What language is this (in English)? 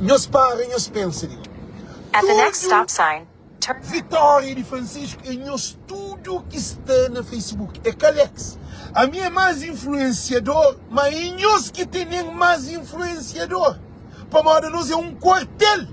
Kabuverdianu